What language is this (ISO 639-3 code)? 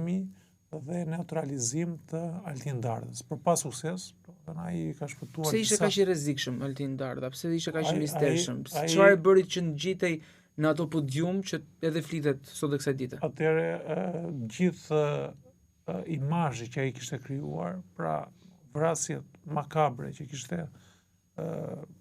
sqi